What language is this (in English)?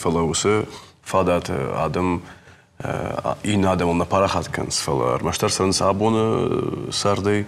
Ossetic